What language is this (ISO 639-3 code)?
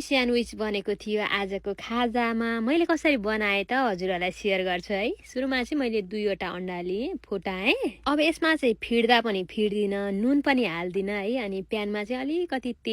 nep